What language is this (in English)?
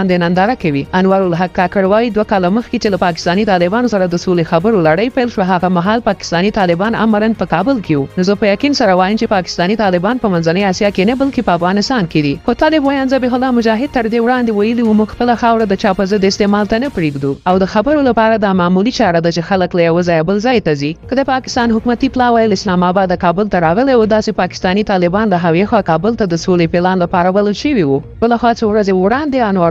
Pashto